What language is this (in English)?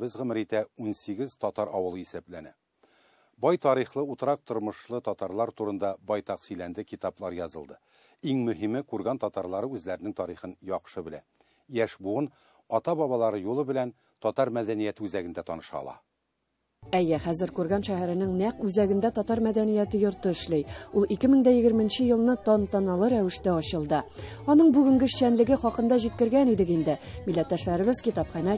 Tatar